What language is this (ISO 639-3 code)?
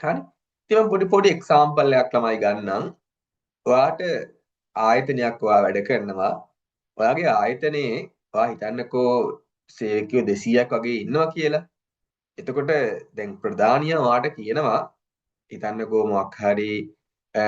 sin